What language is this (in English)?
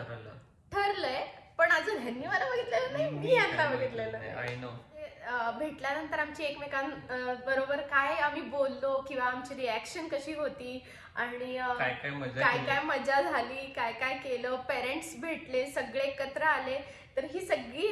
Marathi